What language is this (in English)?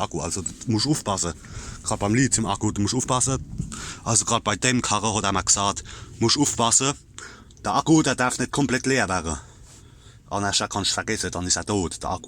Palatine German